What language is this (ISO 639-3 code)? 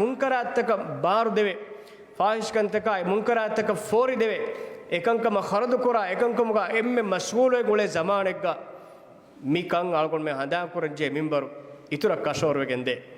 div